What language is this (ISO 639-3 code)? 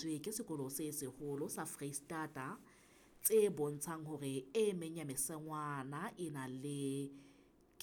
sot